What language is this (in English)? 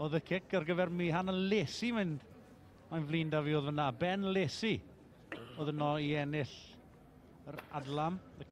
Welsh